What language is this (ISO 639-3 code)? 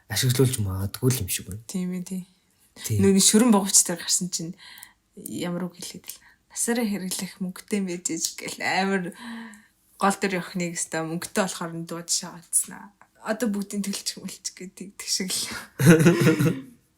mon